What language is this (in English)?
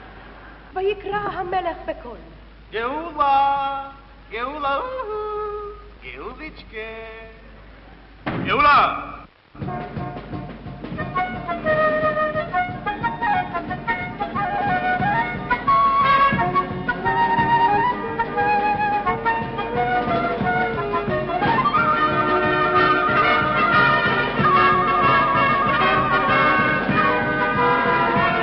Hebrew